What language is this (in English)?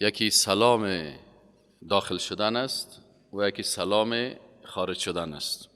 Persian